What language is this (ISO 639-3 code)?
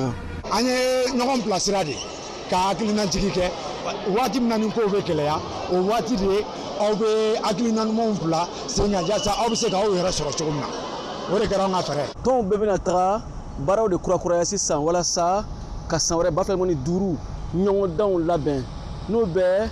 bam